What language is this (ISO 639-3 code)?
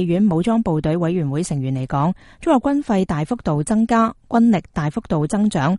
yue